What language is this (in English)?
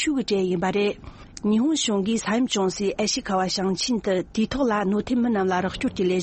Tibetan